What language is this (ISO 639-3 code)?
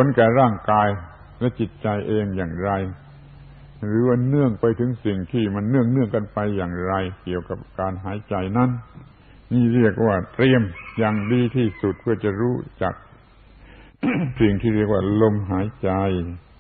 tha